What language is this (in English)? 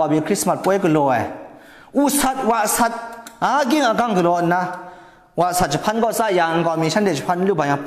Kachin